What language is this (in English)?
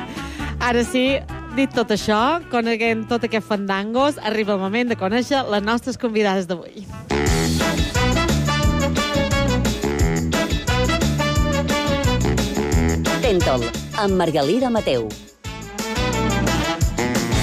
Catalan